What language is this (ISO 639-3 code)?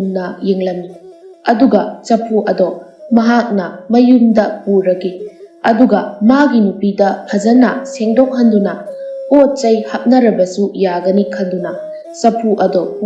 mni